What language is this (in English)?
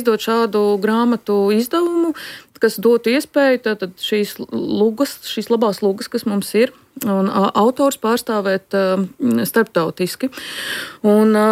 Latvian